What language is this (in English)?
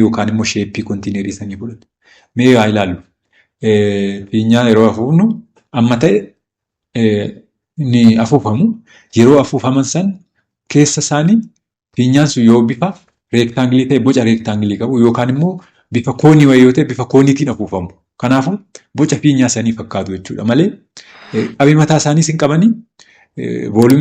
Oromo